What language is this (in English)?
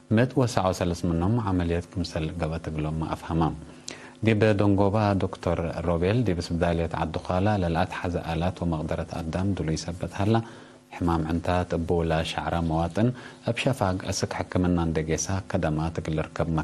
Tigre